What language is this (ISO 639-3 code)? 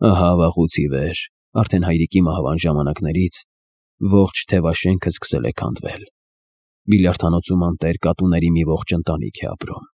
hye